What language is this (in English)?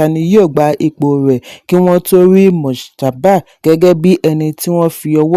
Yoruba